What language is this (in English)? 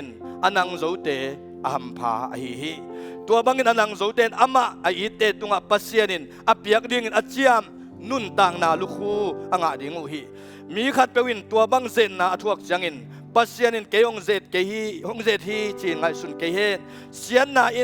Tedim Chin